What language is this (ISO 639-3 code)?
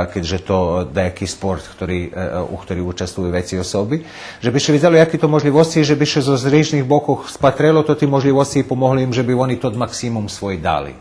rue